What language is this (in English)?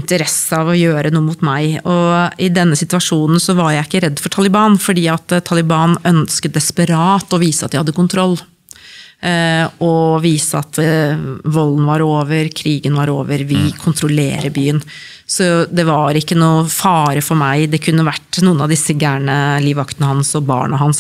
Norwegian